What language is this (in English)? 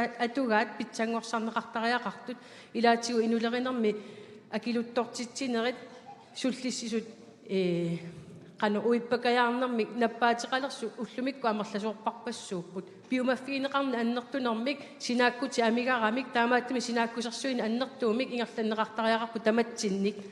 Kalaallisut